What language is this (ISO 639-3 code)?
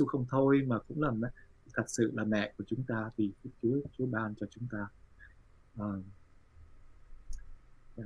vie